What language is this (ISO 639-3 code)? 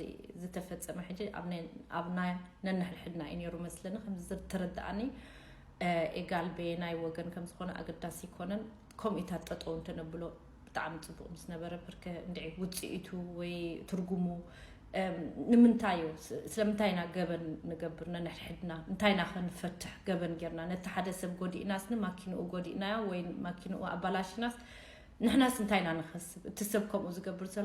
tir